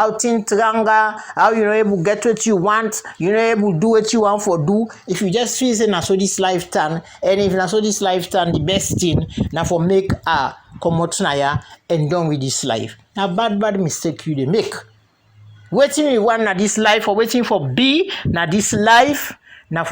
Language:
Krio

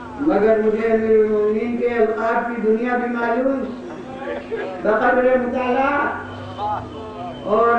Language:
Urdu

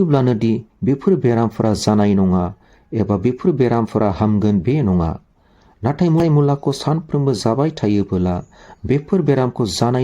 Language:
Bodo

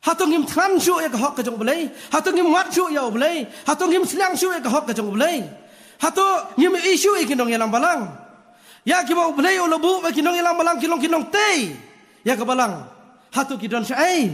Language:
Khasi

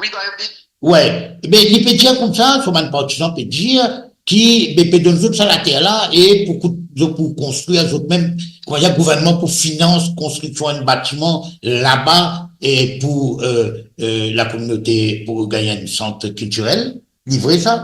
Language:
Morisyen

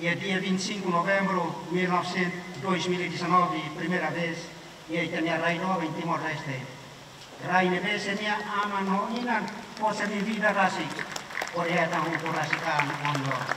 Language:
Tetum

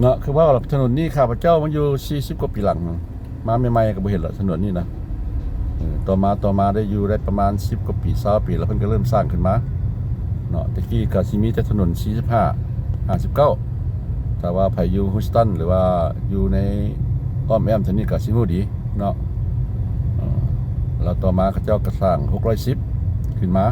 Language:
Lao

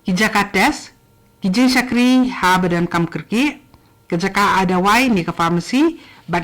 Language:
Khasi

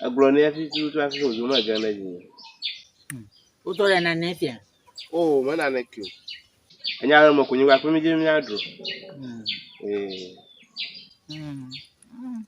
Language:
Ewe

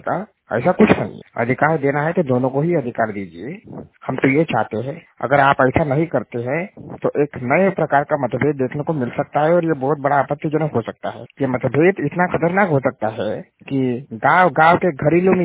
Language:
Hindi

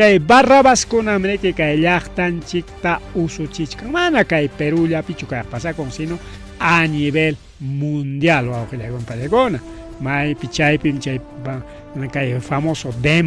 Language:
Ayacucho Quechua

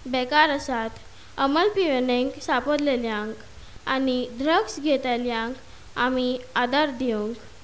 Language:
Konkani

